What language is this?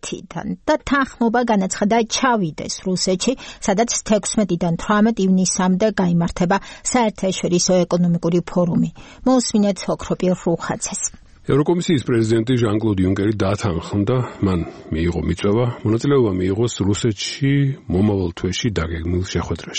Georgian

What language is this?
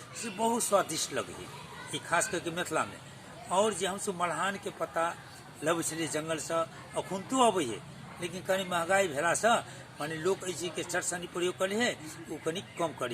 Maithili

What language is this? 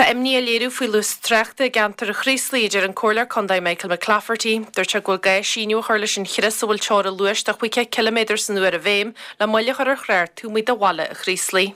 Irish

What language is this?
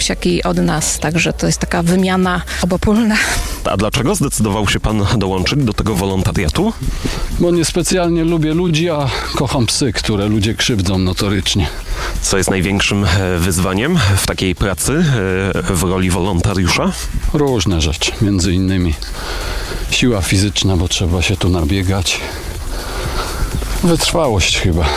Polish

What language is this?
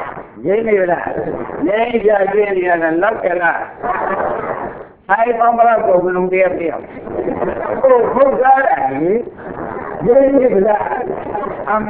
Burmese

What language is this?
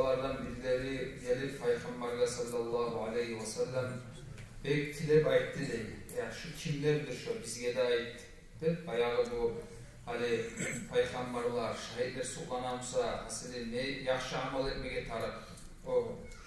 Kumyk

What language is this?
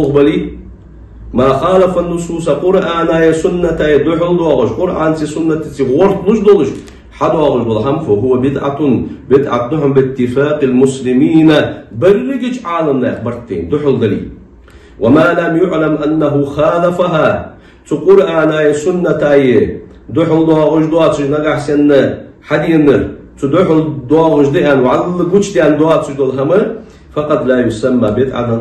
Ingush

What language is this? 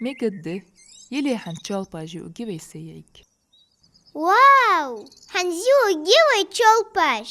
Ingush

